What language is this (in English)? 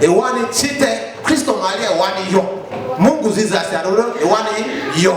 Lugbara